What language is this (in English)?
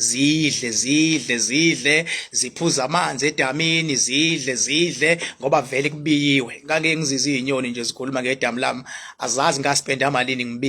Zulu